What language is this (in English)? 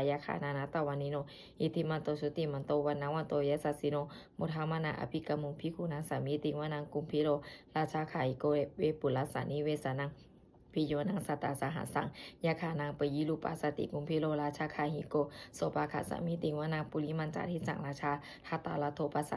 Pali